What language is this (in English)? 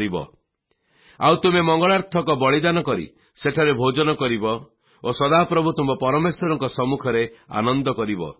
Odia